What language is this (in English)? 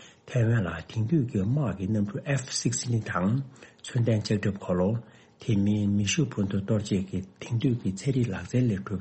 Tibetan